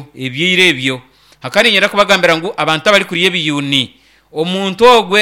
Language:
Nyankole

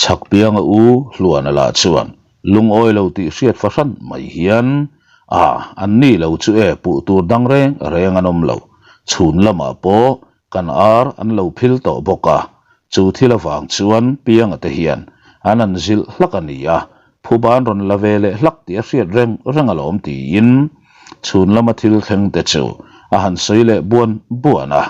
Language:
Mizo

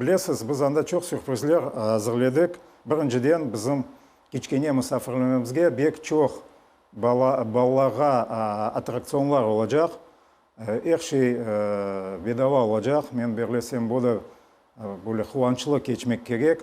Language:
Crimean Tatar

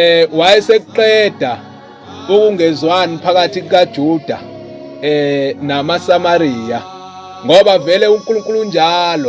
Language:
Zulu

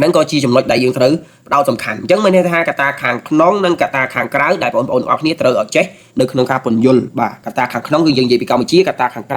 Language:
Khmer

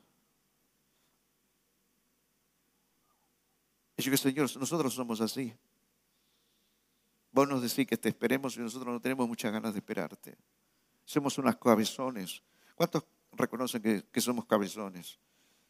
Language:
Spanish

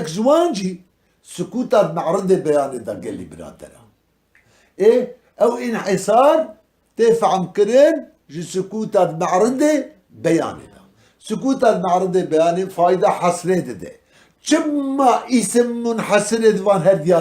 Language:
Kurdish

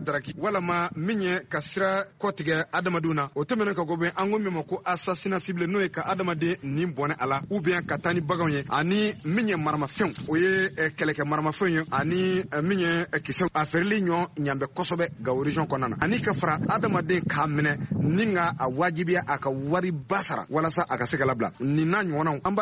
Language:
Bambara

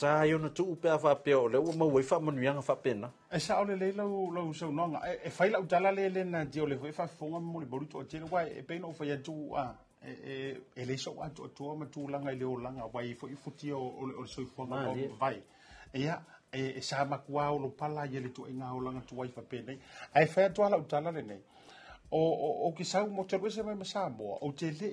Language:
Samoan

